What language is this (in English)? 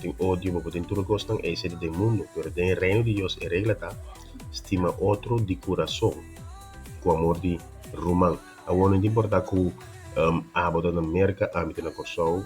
Papiamento